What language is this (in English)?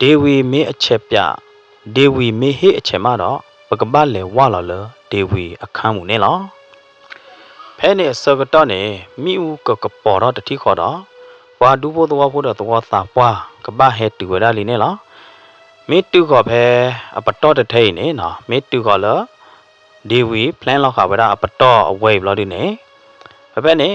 S'gaw Karen